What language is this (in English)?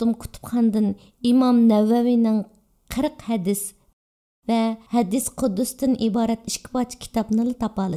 Uyghur